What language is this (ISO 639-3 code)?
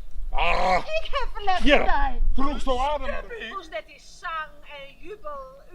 fry